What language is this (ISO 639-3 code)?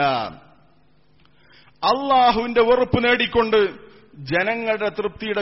mal